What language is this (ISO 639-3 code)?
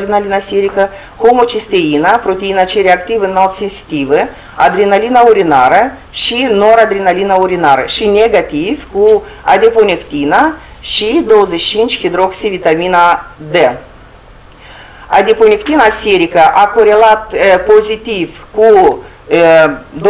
ron